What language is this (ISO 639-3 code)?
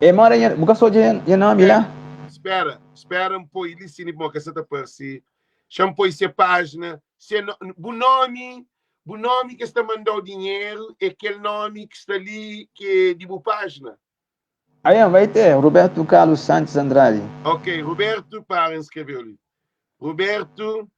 kea